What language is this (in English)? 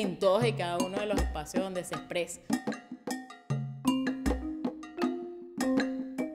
Spanish